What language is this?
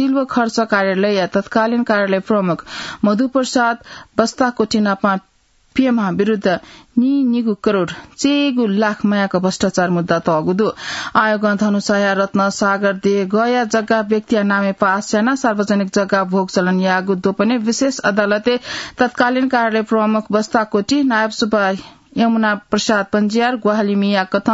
Newari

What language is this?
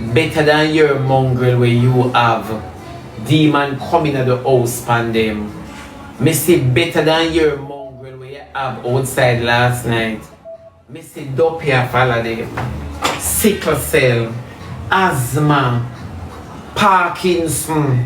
Jamaican Creole English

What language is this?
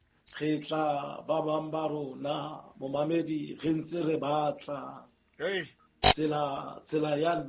Southern Sotho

